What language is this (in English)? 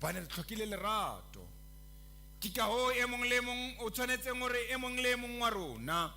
Southern Sotho